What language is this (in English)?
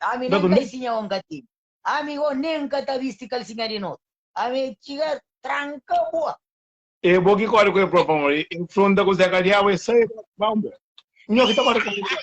Kabuverdianu